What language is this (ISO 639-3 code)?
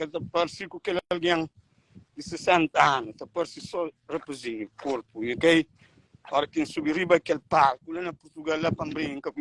kea